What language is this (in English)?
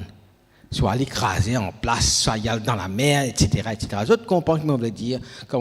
Morisyen